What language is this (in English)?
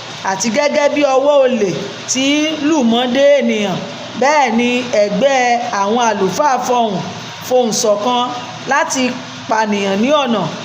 Yoruba